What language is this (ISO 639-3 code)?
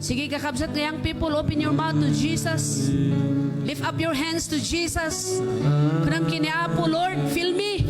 ilo